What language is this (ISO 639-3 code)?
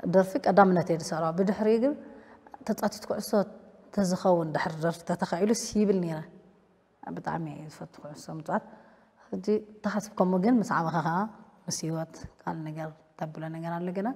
tir